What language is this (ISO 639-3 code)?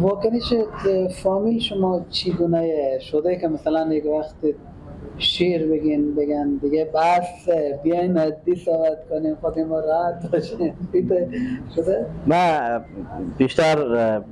fas